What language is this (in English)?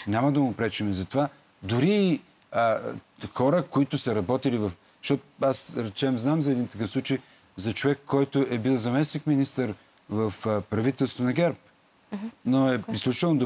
Bulgarian